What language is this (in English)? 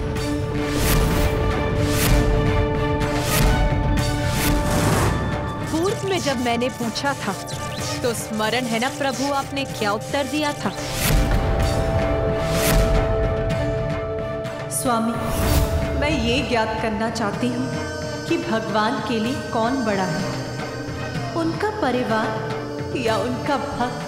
Hindi